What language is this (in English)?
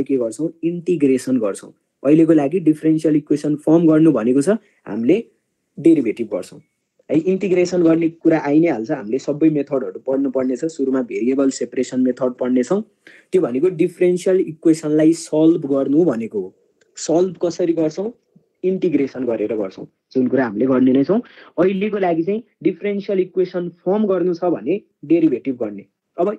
Nepali